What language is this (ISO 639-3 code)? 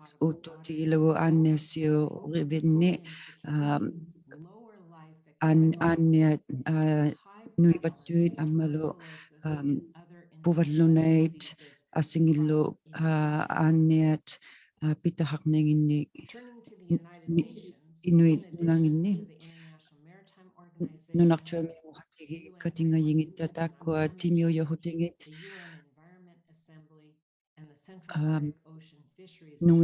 iku